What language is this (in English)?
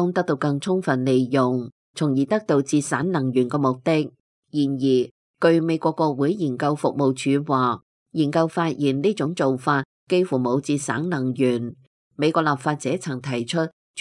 Cantonese